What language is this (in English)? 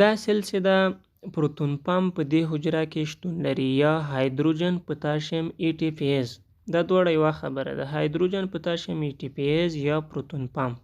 Pashto